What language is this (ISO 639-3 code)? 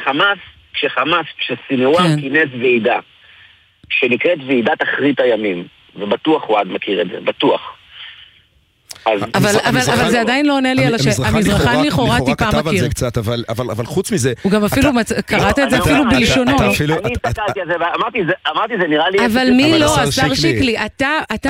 heb